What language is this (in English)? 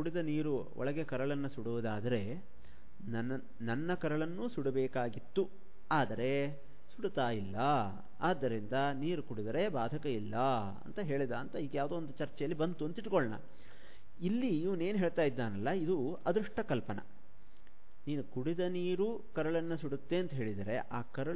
Kannada